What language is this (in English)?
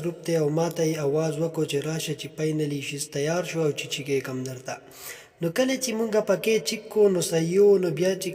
Pashto